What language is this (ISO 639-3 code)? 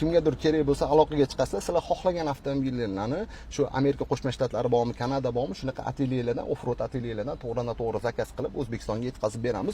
uzb